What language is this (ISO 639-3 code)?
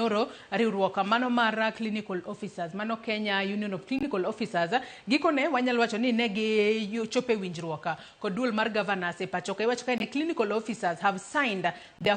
luo